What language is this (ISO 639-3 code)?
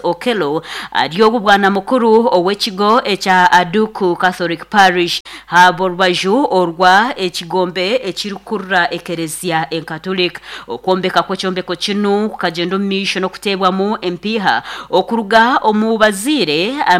nyn